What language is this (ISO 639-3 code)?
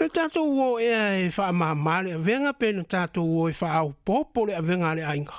smo